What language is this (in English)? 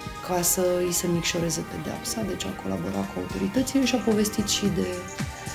Romanian